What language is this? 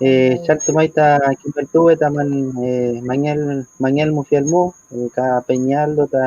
Mapuche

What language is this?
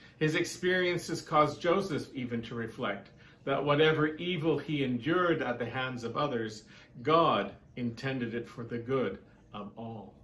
English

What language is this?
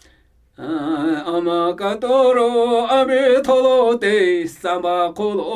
Namuyi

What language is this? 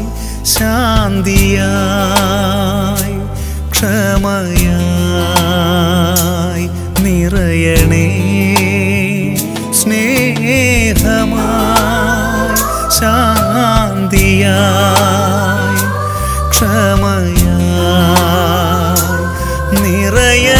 Malayalam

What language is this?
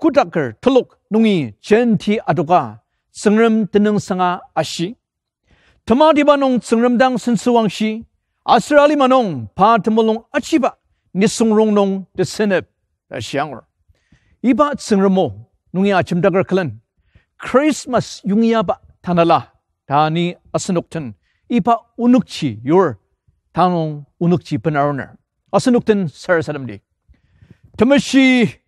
Ao Naga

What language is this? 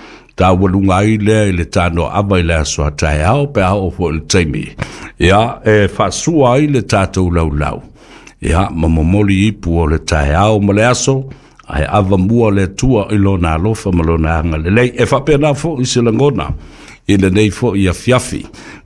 Samoan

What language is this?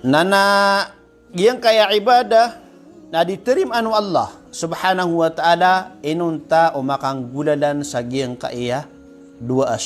Maranao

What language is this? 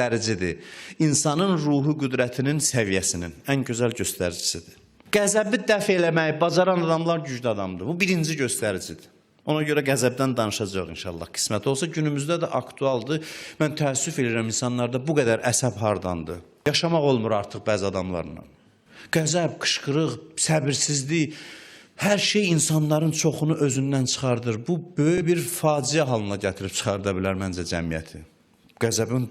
Azerbaijani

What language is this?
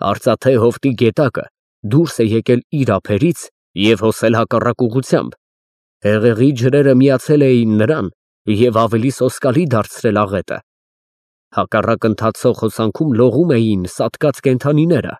Armenian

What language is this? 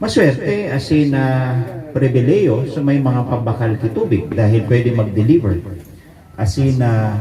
Bikol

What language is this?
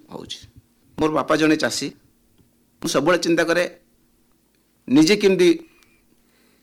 Odia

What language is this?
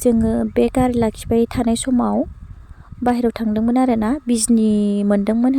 Bodo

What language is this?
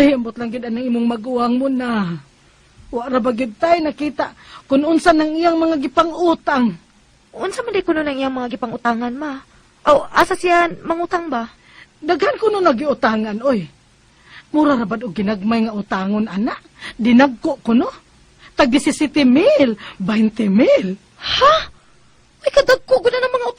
Cebuano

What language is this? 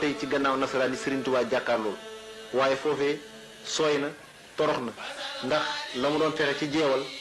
Wolof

